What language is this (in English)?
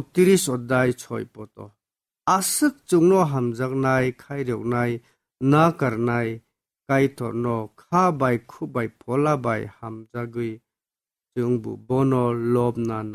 Kok Borok